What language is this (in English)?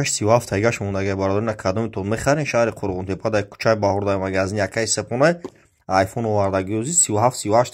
Tajik